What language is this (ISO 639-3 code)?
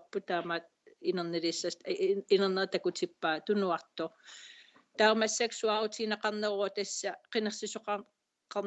kal